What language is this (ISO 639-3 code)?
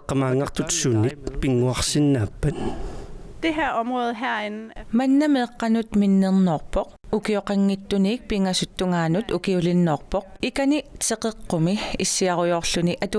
kal